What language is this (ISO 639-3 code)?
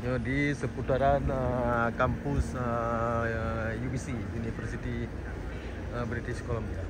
ace